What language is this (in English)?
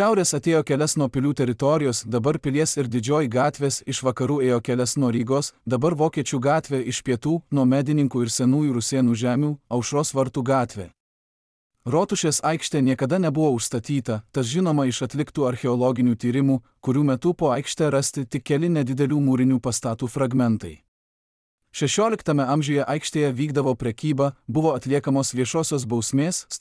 Lithuanian